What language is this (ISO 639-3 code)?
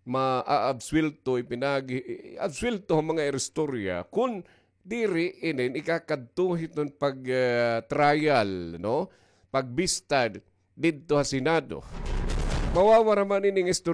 war